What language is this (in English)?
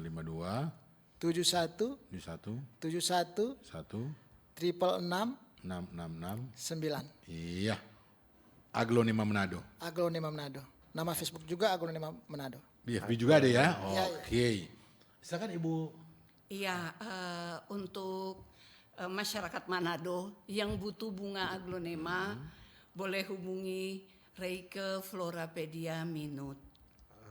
Manado Malay